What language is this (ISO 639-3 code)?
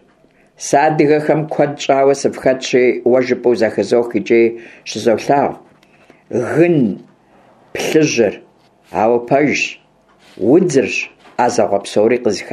kbd